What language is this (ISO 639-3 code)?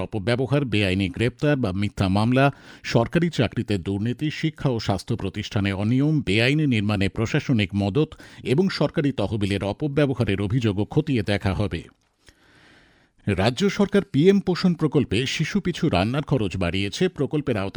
ben